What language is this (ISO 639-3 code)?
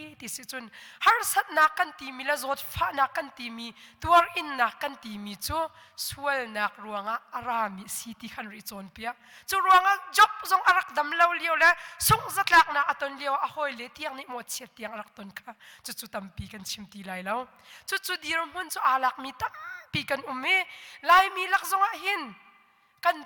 cnh